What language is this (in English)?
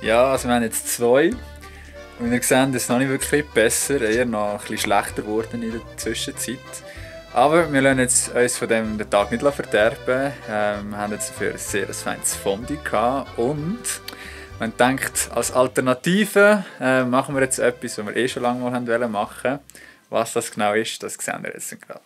Swiss German